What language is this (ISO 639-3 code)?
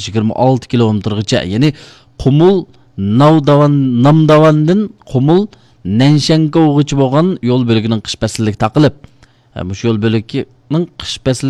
uig